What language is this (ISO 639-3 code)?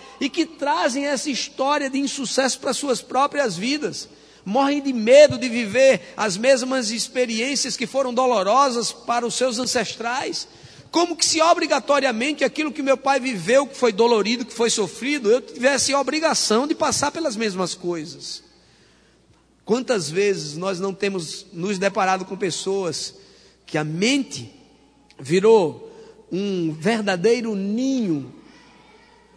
por